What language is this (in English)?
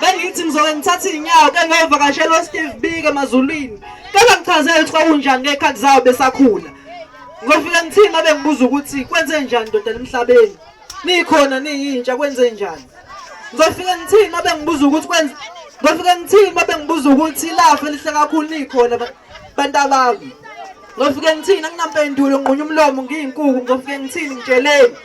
Zulu